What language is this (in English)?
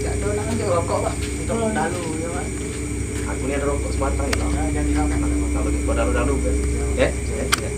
Musi